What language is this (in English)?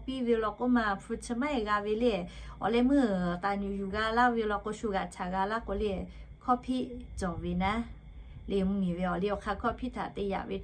Lahu